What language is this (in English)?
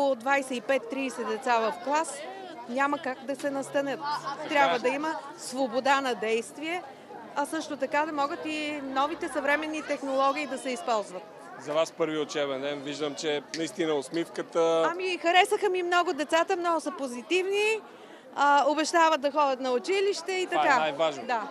Bulgarian